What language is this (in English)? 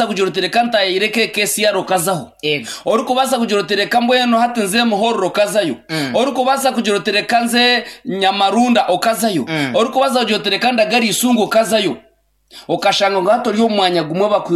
Nyankole